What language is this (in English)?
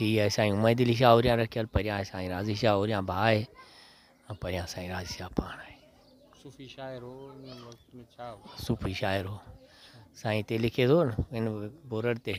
Sindhi